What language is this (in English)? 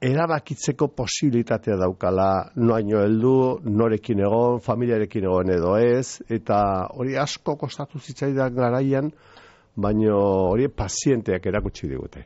Basque